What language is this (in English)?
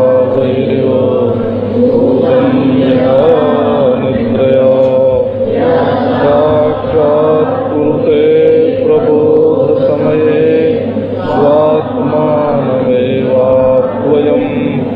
Hindi